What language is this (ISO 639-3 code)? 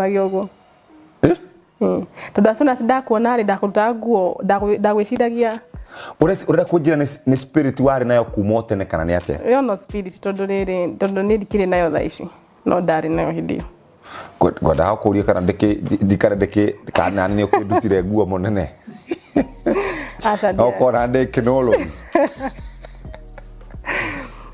kik